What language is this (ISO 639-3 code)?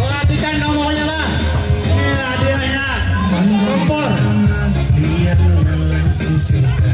bjn